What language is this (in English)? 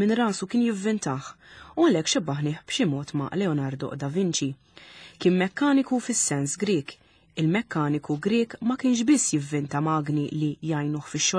Maltese